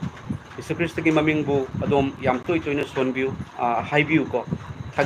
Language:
Manipuri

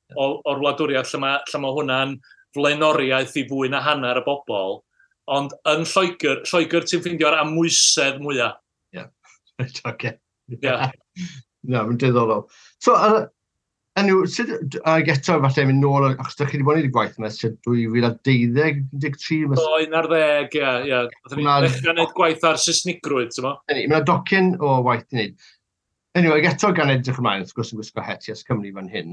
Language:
Welsh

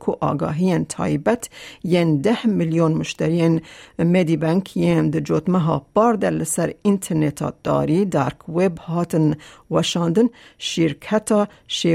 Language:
Kurdish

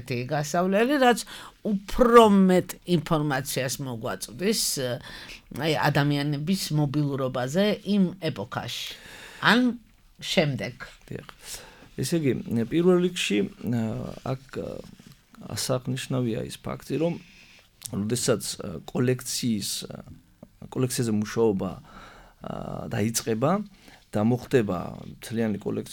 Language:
Georgian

